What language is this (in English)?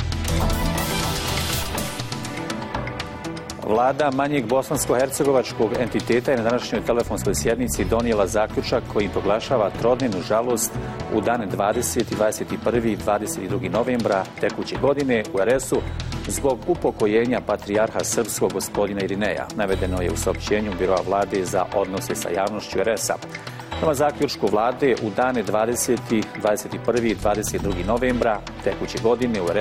Bosnian